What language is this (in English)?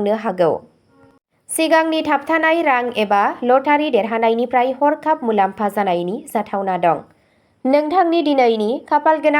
Bodo